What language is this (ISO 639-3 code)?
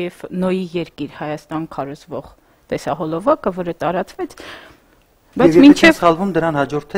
hye